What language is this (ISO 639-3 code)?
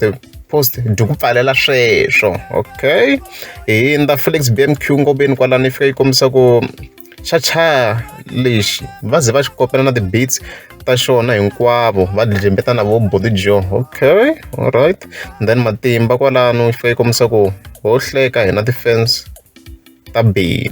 tso